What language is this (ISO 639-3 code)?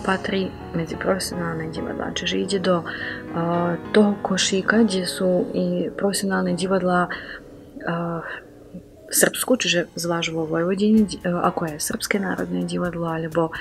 slk